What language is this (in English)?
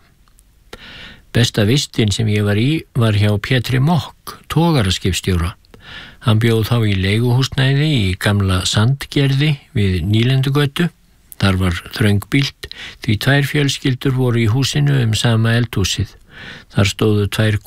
Icelandic